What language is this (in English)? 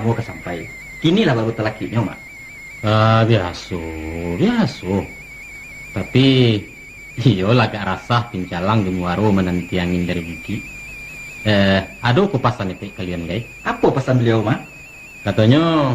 Minangkabau